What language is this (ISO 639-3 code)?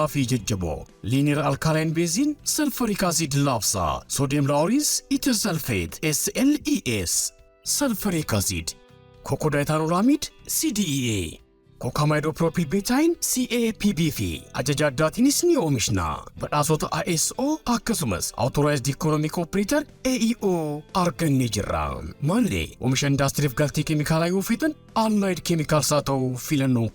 orm